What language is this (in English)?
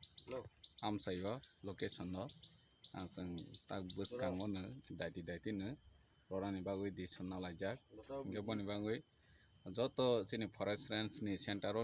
Kok Borok